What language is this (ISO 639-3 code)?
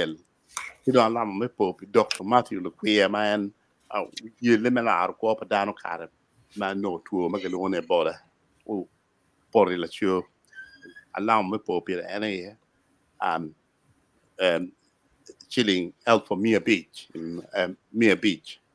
ach